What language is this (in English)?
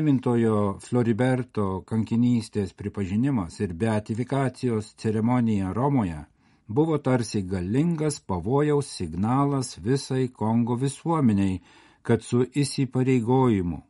Lithuanian